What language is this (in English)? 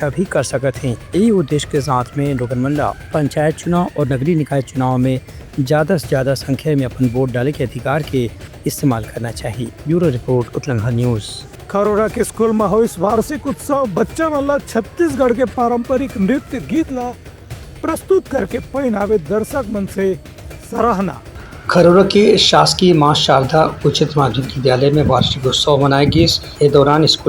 Chhattisgarhi